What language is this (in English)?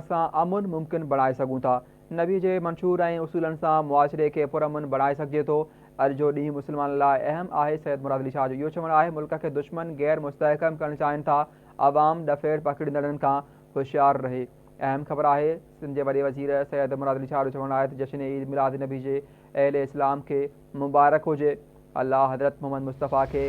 Sindhi